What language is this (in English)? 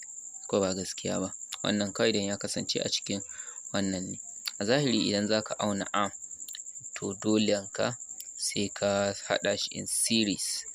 Hausa